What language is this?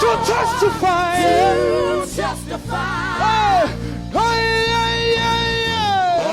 Venda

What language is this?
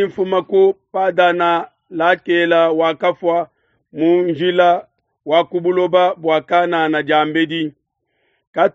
Luba-Lulua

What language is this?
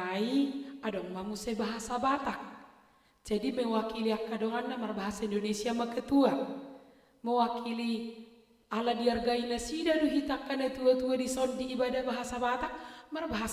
Batak Toba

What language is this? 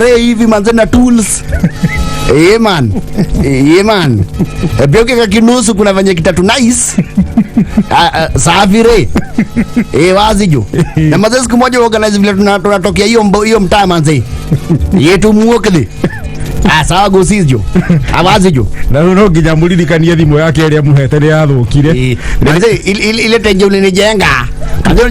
Kikuyu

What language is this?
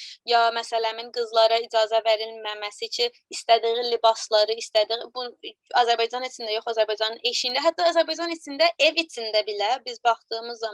South Azerbaijani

